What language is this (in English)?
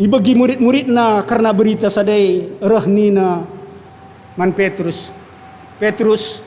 Batak Karo